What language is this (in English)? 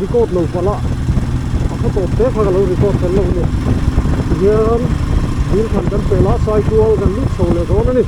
Mizo